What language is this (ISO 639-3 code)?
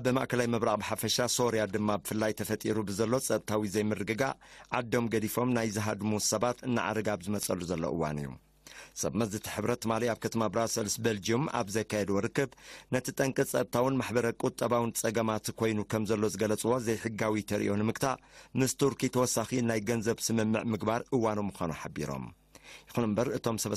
tir